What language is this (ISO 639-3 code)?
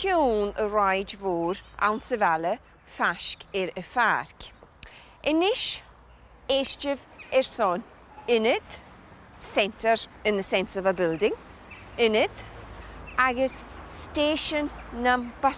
gla